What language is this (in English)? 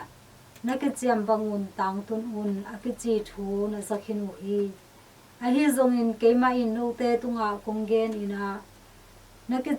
Tedim Chin